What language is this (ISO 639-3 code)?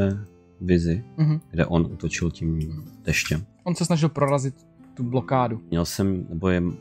ces